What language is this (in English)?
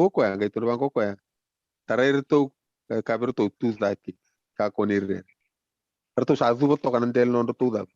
Fijian